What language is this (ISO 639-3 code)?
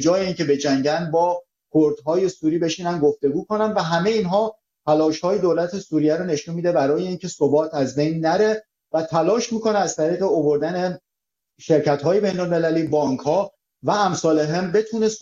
fas